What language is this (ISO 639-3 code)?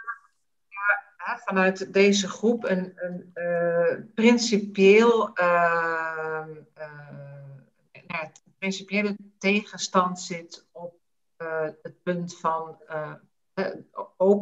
nld